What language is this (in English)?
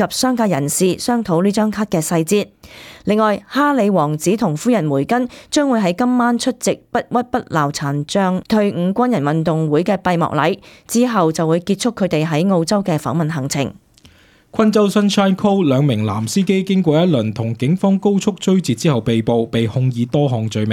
Cantonese